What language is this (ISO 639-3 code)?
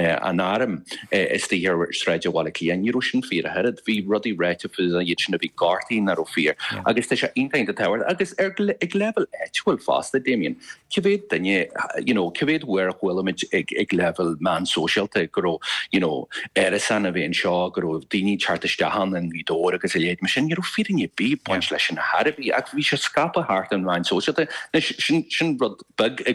gle